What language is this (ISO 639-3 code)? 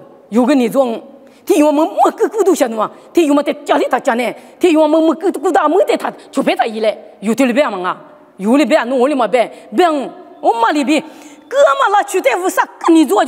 lis